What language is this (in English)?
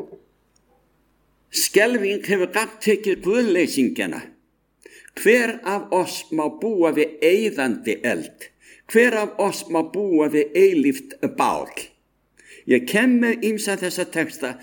Icelandic